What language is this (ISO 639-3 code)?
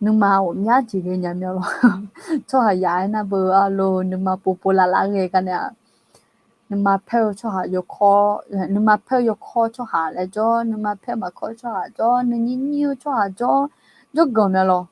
ahk